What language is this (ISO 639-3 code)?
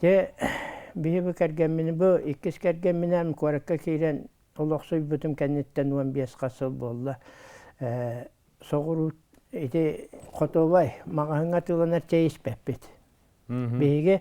sah